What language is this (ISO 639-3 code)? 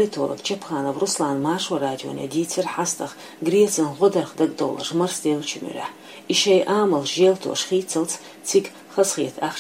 che